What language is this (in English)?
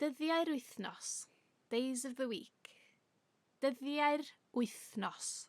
Welsh